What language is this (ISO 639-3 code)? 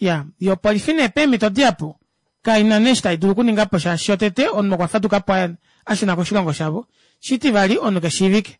kua